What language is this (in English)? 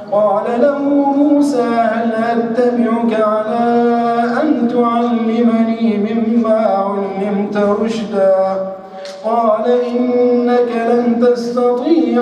Arabic